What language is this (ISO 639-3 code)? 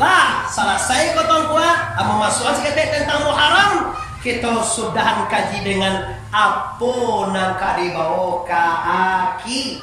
min